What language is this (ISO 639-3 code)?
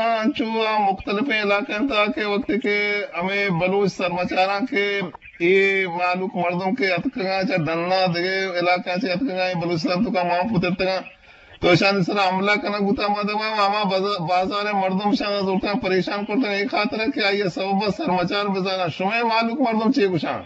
bgp